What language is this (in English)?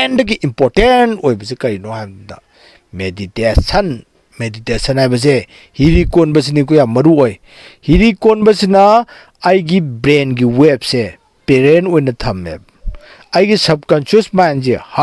Manipuri